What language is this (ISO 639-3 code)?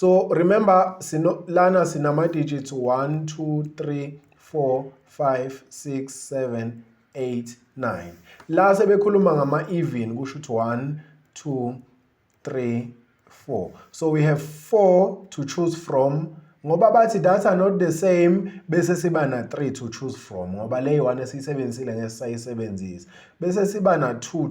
zul